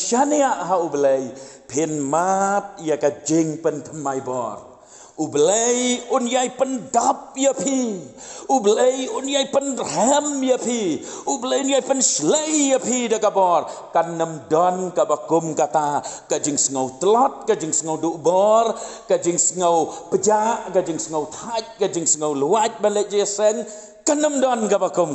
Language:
Khasi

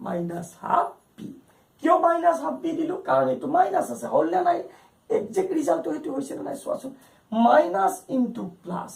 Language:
Assamese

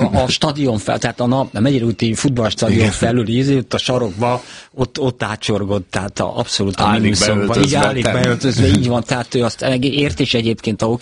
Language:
Hungarian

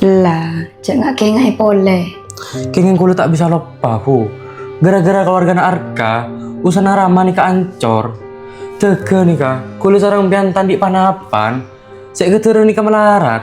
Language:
Madurese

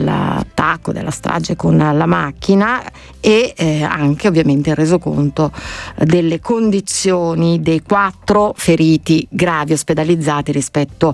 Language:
Italian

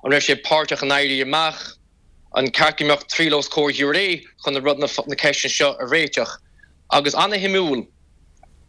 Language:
Irish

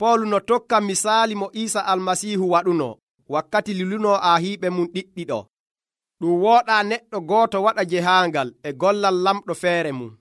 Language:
Nigerian Fulfulde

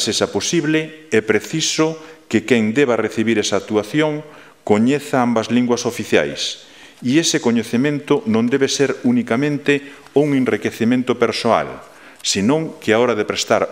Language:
Galician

